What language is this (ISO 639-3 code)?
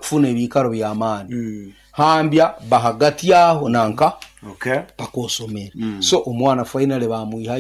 nyo